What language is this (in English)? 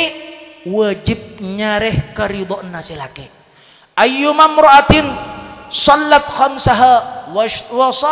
Madurese